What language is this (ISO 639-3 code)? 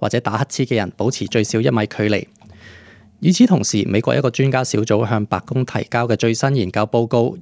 yue